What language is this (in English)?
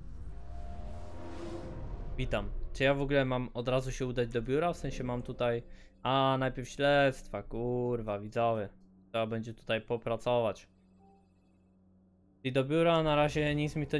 Polish